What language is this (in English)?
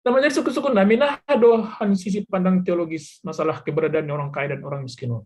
Batak Simalungun